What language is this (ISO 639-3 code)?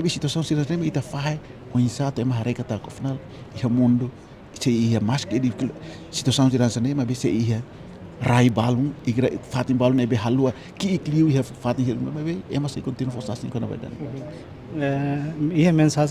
tet